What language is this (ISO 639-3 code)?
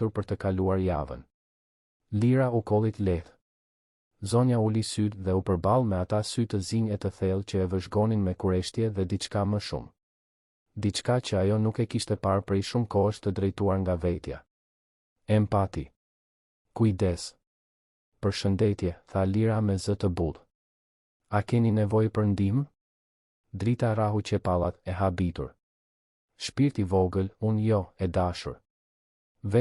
sqi